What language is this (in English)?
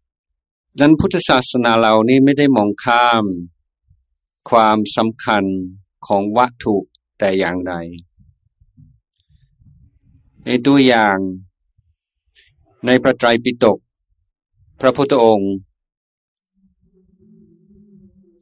Thai